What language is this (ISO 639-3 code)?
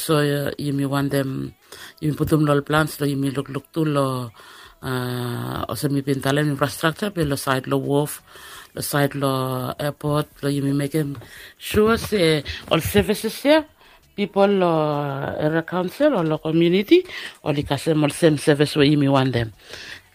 bis